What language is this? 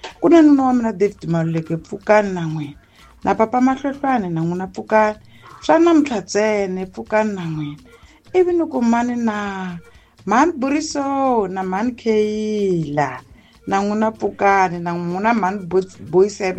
Tsonga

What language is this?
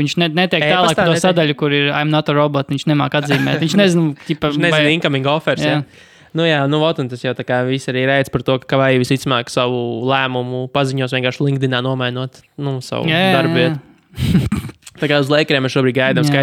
Latvian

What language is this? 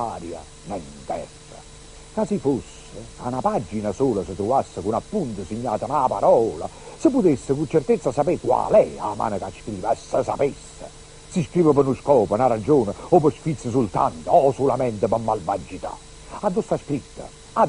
Neapolitan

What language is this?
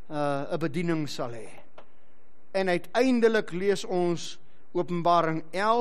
Afrikaans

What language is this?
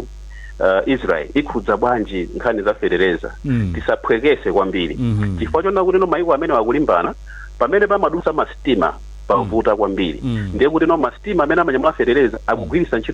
Nyanja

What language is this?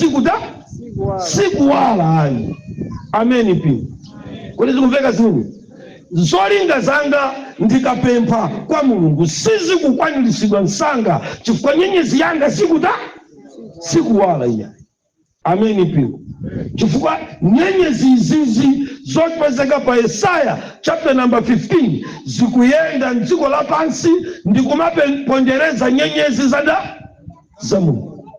Nyanja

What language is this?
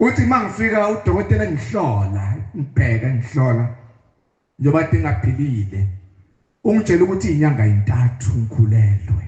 Zulu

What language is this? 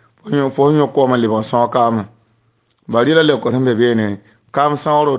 Mossi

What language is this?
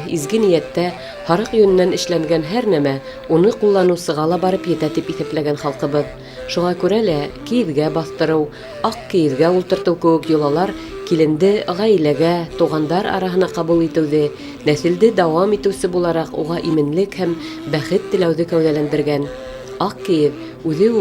Bashkir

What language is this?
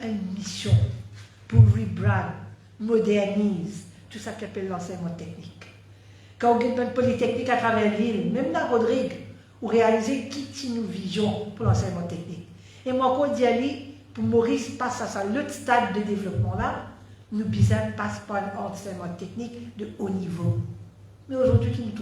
Morisyen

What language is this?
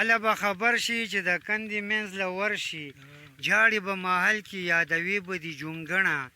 Pashto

